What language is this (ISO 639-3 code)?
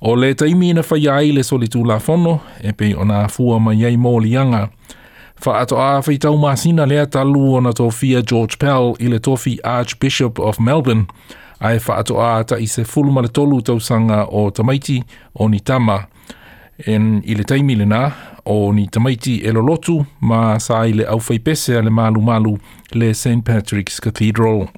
smo